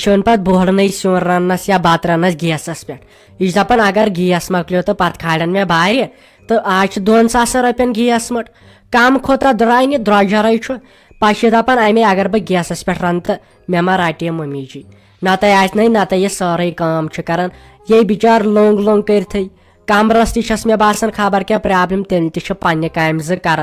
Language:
Kashmiri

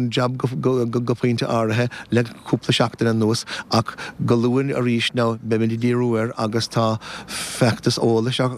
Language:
Irish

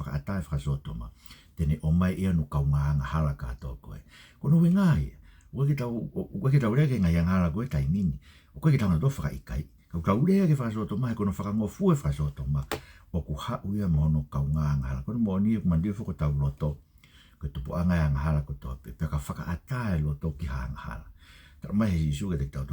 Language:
Tongan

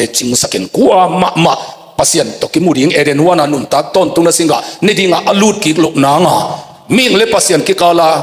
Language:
Tedim Chin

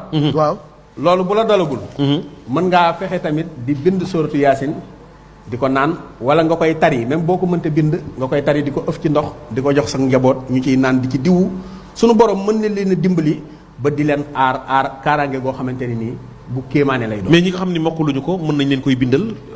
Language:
Wolof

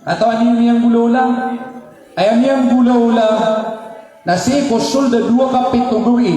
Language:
Maranao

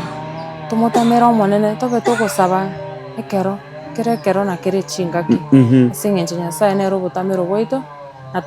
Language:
Gusii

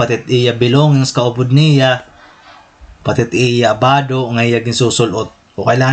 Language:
Waray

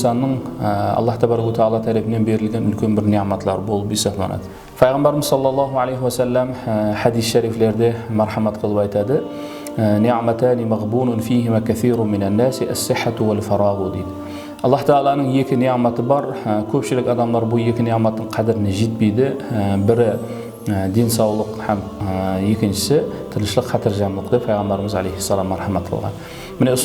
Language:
Kara-Kalpak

